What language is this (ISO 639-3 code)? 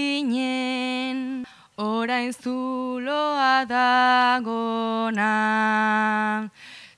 eus